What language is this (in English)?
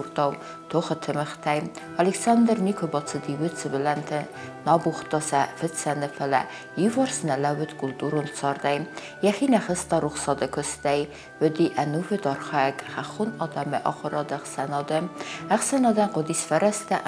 Ossetic